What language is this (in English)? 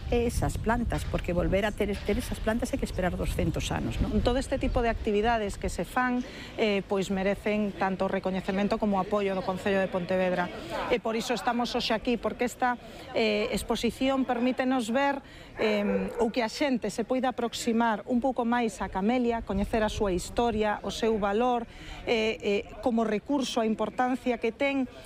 Galician